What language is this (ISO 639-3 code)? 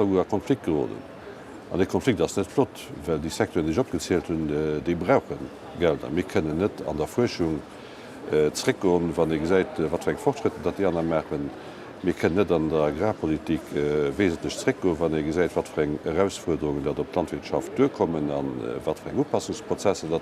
ltz